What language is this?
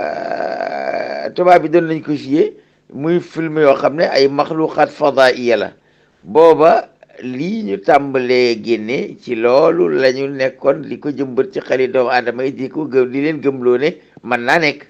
Wolof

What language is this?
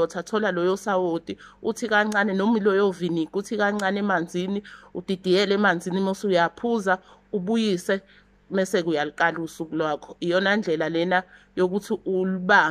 Zulu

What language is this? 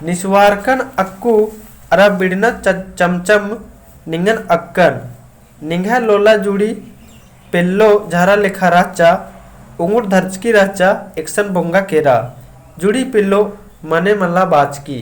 Kurukh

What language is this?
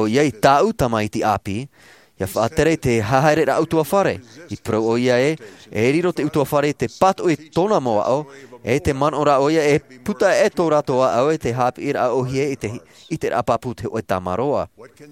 Tahitian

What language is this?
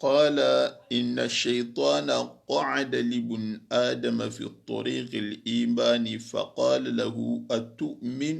Soninke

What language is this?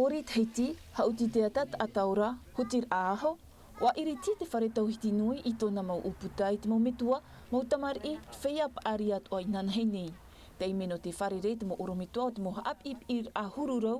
Tahitian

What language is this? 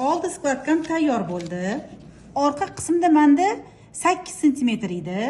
Uzbek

